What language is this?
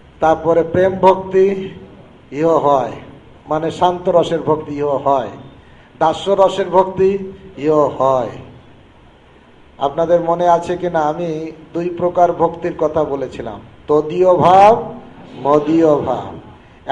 Bangla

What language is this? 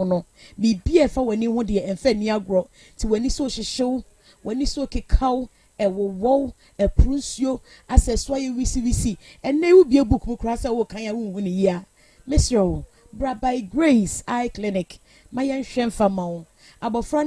Akan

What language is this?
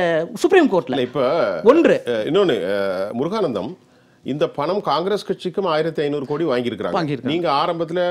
Tamil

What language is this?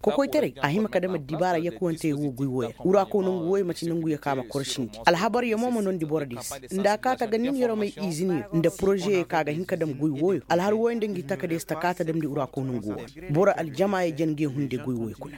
Koyraboro Senni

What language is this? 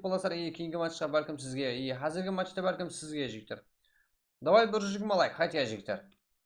Kara-Kalpak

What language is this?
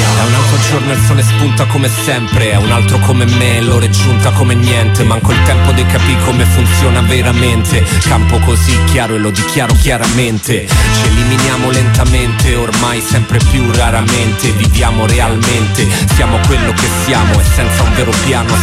Italian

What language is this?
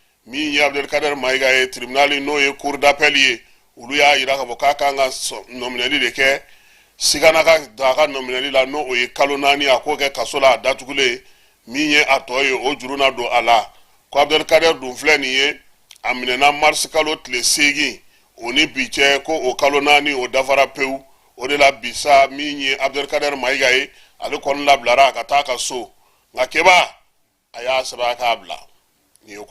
Bambara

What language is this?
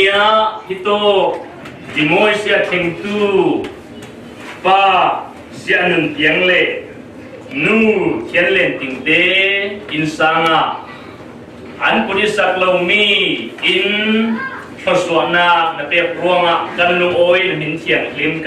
Falam Chin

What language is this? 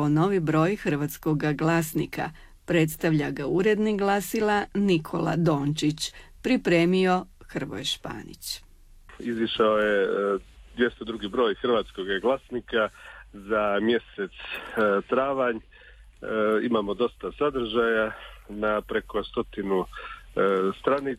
Croatian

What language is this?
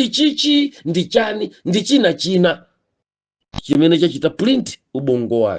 Nyanja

